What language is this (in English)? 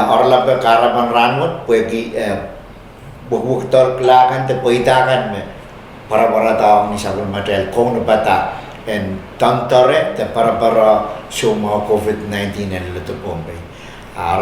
Pohnpeian